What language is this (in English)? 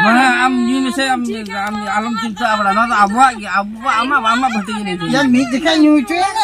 Santali